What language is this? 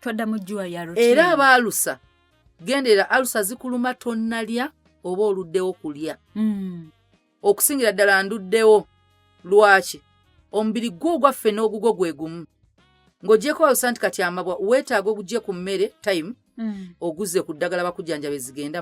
Ganda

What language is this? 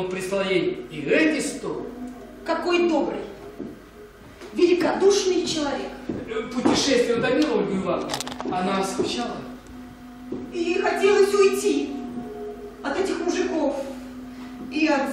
Russian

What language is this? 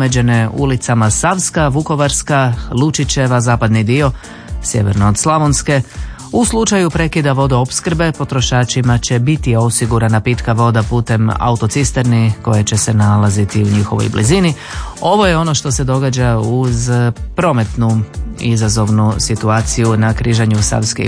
Croatian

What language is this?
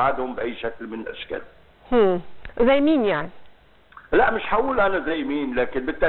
Egyptian Arabic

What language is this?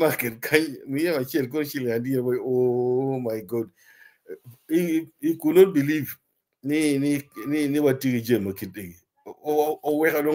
Acoli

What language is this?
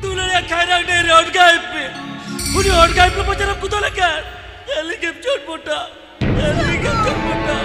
Santali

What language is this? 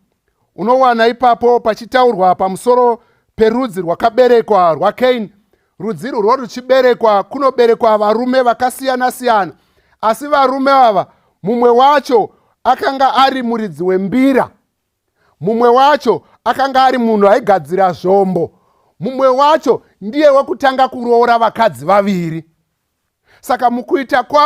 Shona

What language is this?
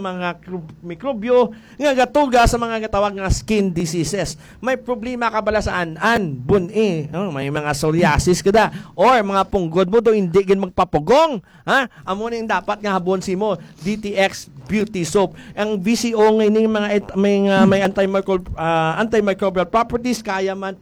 Hiligaynon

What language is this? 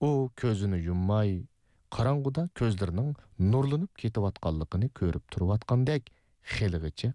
Uyghur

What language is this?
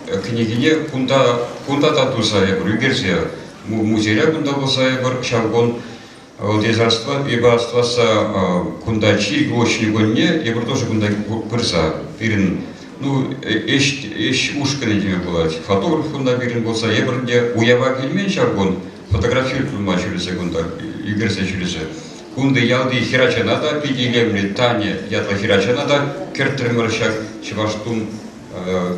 Chuvash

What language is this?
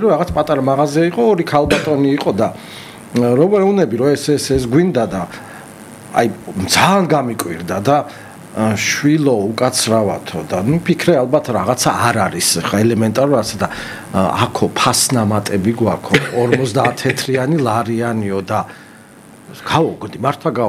Georgian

